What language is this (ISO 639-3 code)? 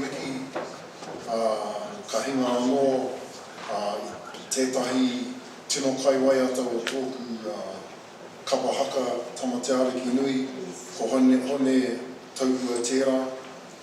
mri